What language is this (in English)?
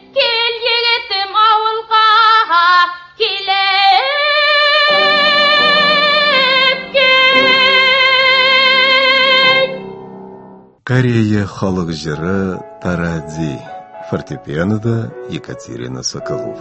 Tatar